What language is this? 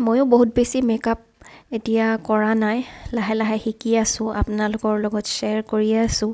Assamese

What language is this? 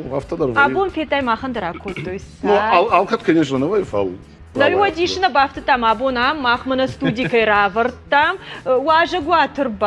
Ossetic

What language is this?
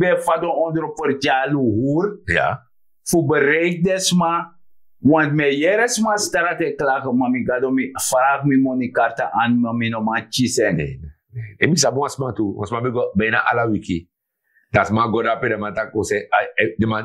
Sranan Tongo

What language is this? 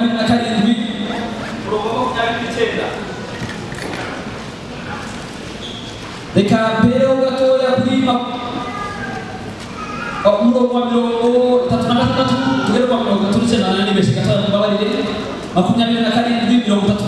Kinyarwanda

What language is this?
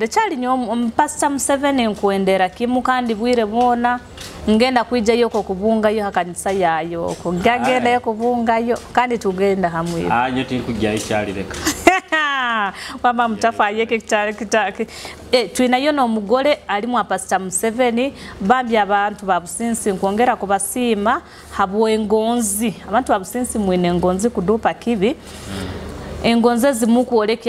Nyoro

